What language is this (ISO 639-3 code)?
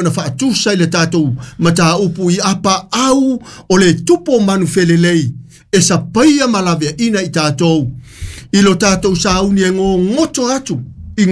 smo